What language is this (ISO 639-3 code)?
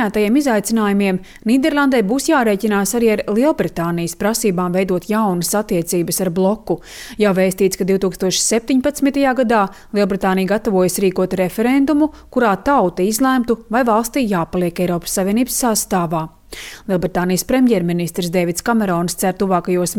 lav